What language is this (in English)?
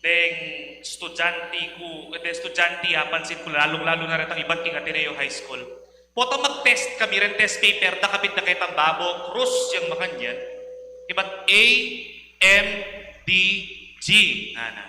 Pampanga